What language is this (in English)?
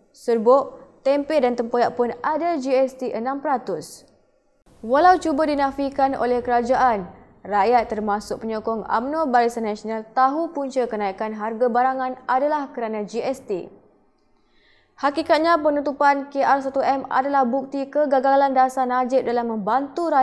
Malay